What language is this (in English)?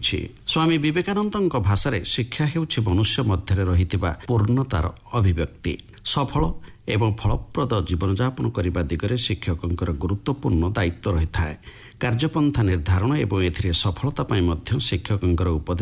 Odia